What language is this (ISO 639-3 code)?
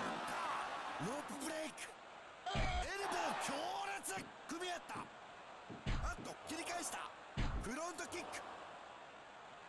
jpn